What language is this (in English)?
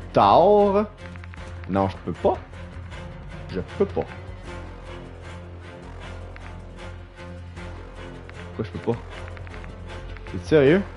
French